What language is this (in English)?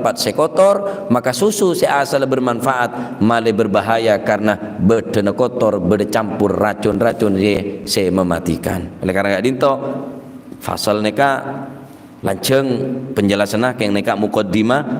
Madurese